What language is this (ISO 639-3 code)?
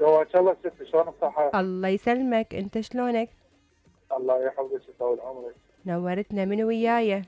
acm